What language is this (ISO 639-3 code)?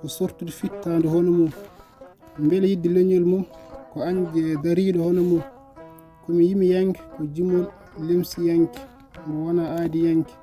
ful